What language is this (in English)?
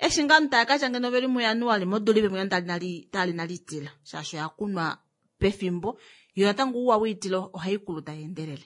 Kuanyama